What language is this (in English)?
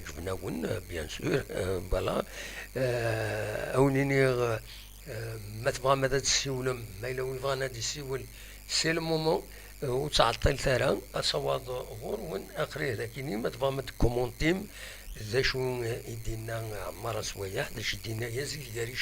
Kabyle